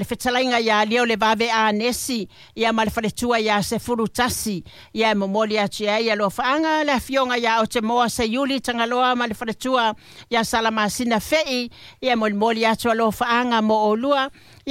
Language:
Samoan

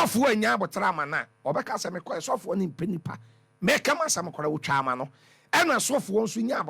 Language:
Akan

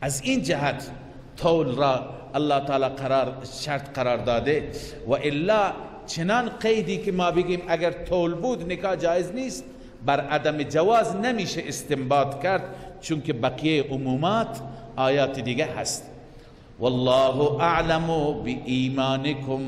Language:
Persian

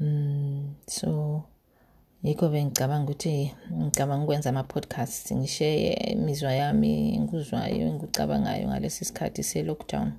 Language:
North Ndebele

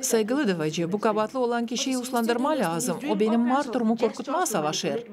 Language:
Gagauz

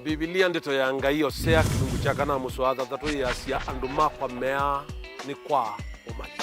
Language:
Kamba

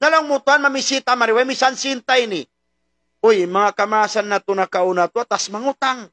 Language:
Tausug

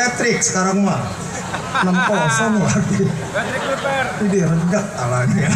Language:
Betawi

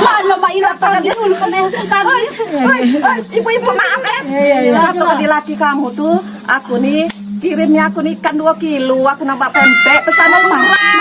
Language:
Musi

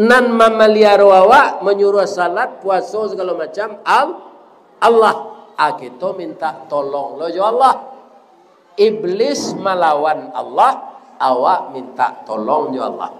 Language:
Minangkabau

